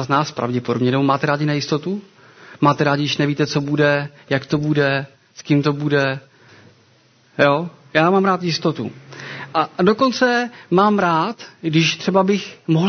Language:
Czech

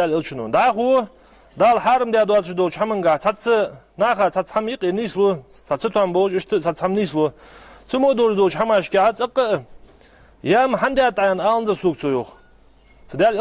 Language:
Ingush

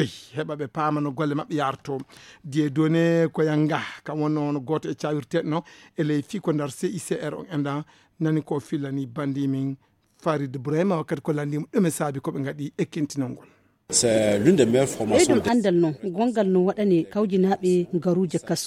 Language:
Fula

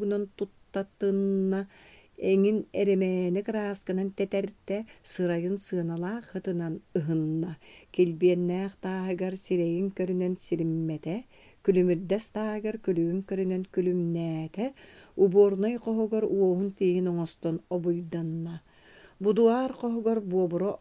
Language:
Yakut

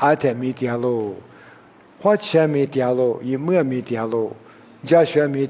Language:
Lisu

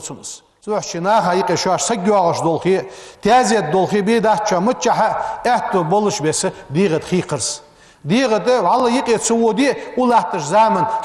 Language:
Ingush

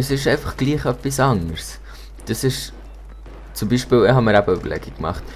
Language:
Swiss German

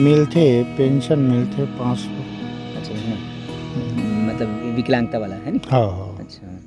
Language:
Chhattisgarhi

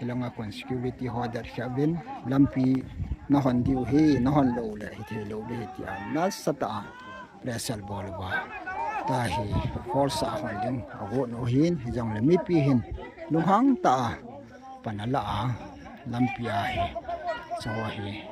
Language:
Paite Chin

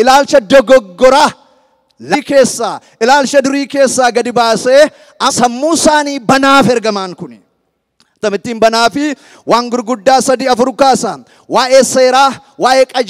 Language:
Oromo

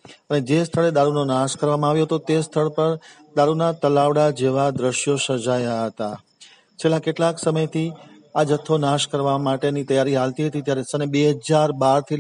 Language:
Gujarati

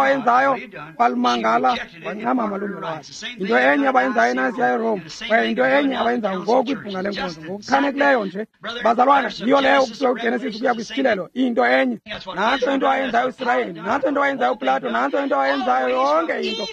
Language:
Xhosa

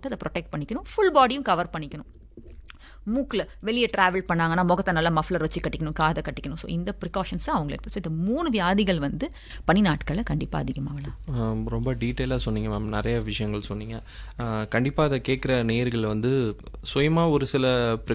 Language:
Tamil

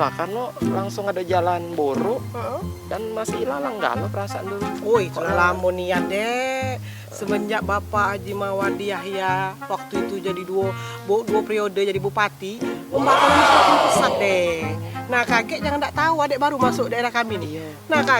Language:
Musi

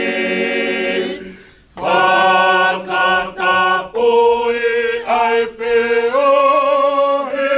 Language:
Tongan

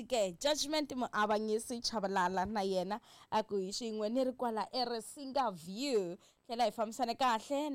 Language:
Tsonga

